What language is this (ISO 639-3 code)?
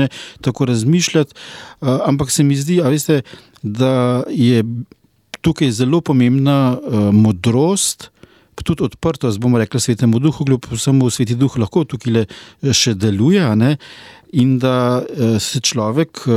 slv